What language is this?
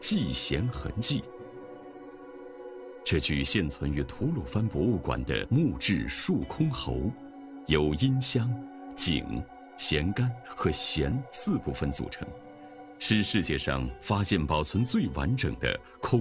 Chinese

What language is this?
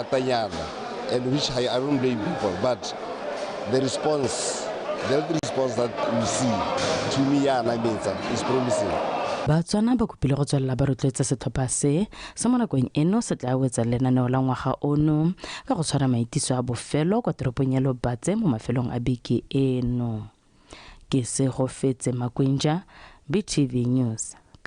Tswana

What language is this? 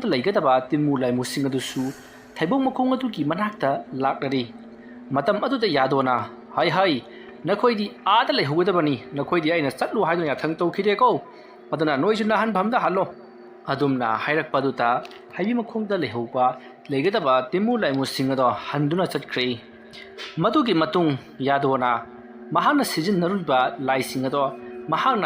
Manipuri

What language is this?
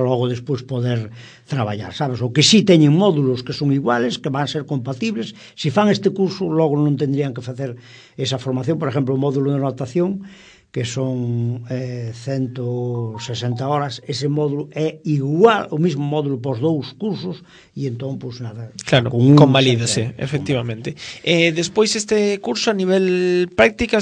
Galician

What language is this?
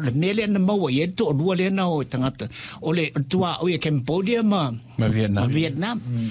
Samoan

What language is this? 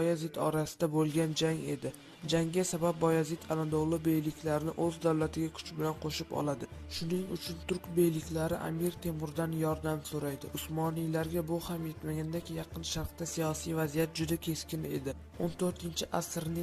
Uzbek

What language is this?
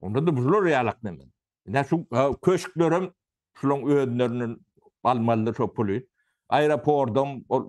Turkmen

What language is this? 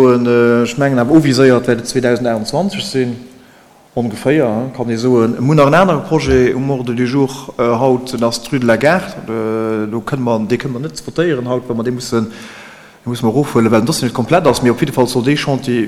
Luxembourgish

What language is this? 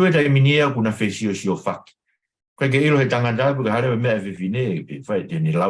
Tongan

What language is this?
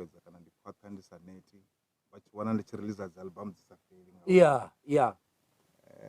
Venda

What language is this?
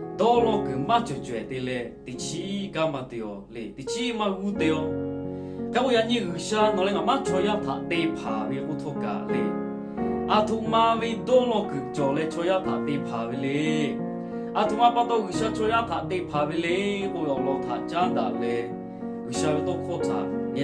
Lahu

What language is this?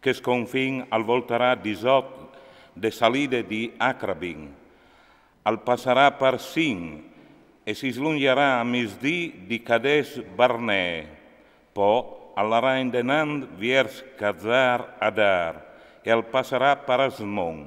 Friulian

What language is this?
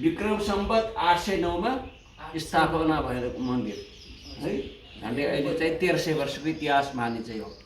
Nepali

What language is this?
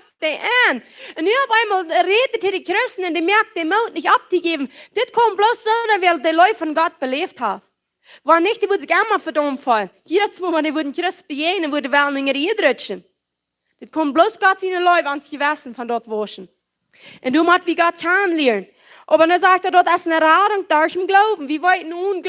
Plautdietsch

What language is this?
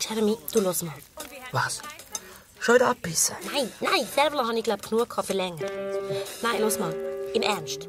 Swiss German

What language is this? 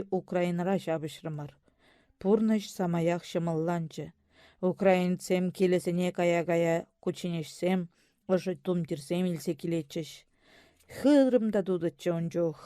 Chuvash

